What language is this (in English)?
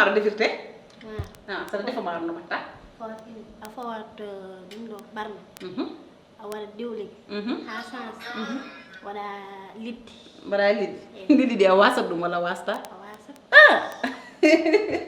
Fula